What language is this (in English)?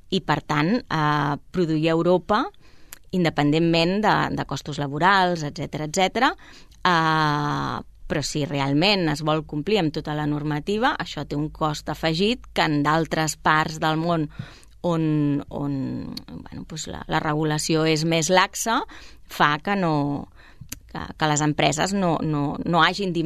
Catalan